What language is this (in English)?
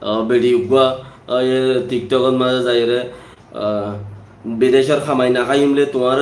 Rohingya